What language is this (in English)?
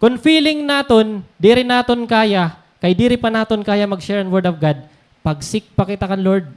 Waray